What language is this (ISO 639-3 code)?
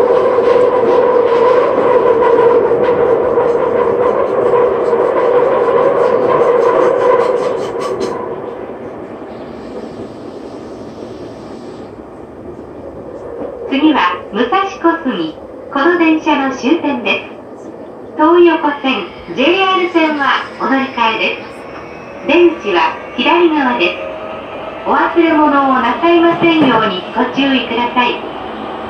jpn